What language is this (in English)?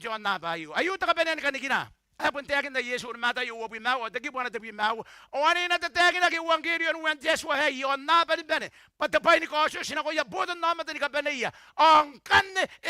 Gilbertese